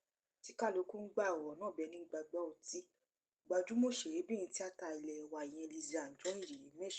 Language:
Yoruba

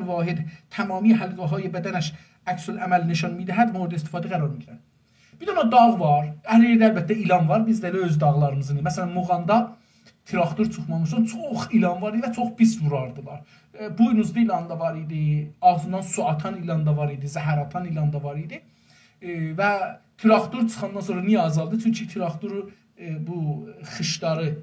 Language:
South Azerbaijani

